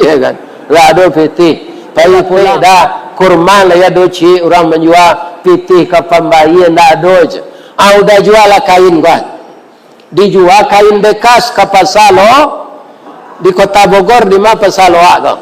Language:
Minangkabau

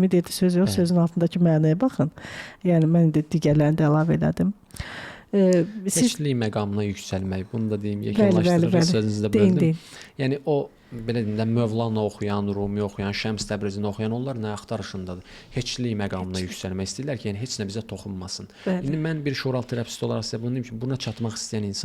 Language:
Azerbaijani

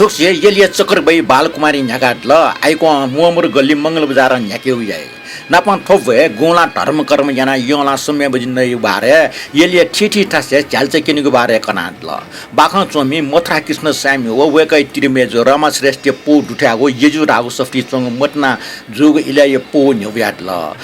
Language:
Newari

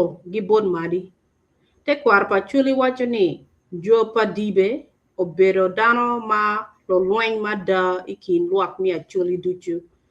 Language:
Acoli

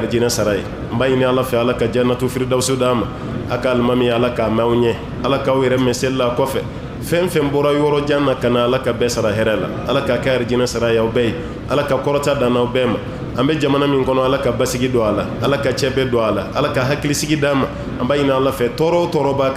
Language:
Bambara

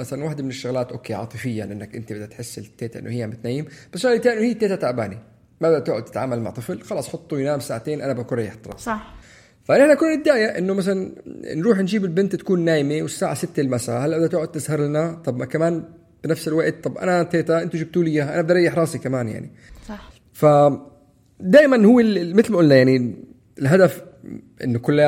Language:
North Levantine Arabic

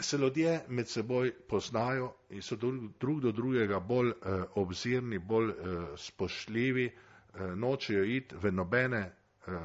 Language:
Slovenian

